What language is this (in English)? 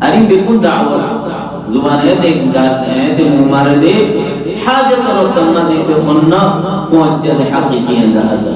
Rohingya